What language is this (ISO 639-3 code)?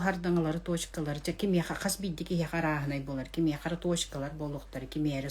sah